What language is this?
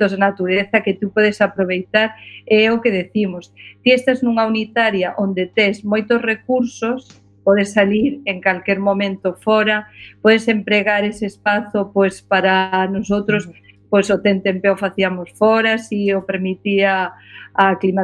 Galician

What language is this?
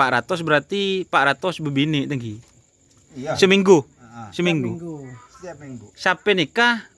Madurese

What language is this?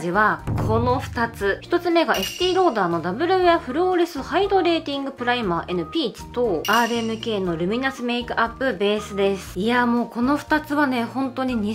Japanese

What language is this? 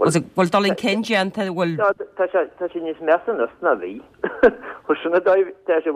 Irish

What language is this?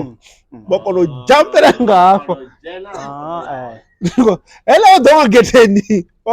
Venda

